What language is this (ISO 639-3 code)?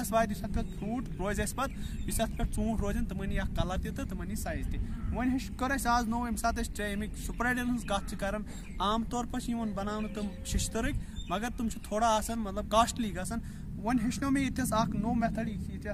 kas